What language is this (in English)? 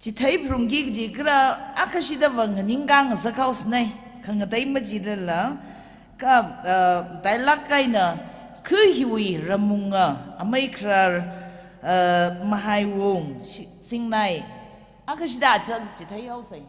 Tangkhul Naga (India)